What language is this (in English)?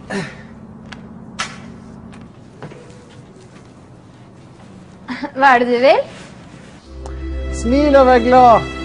Norwegian